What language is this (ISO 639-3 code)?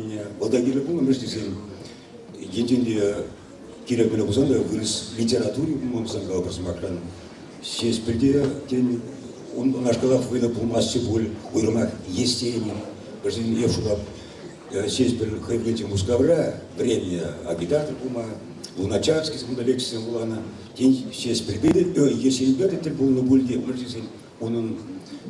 chv